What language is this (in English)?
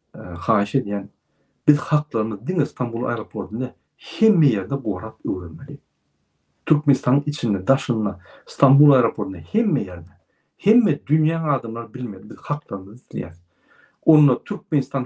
Turkmen